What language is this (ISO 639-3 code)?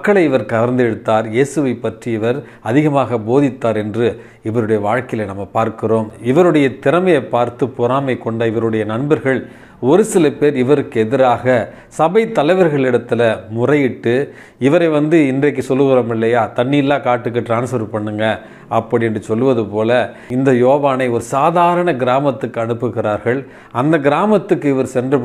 tam